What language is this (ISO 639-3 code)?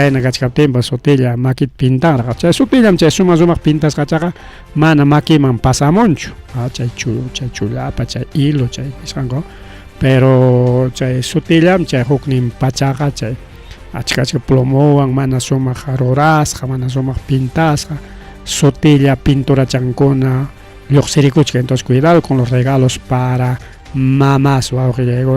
quy